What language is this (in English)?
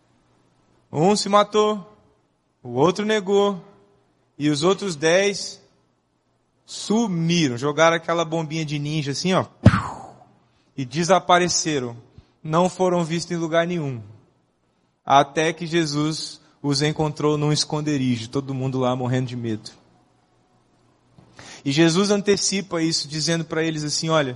Portuguese